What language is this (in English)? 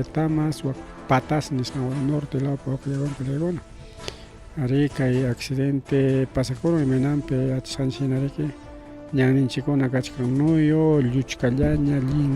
Ayacucho Quechua